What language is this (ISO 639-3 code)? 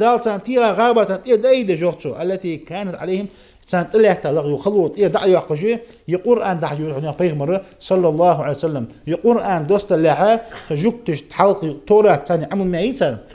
inh